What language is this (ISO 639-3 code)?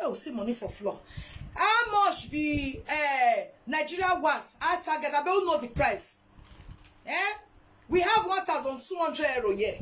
pcm